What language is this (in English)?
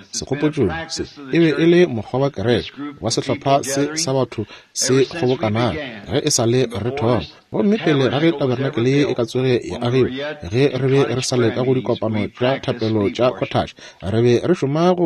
Northern Sotho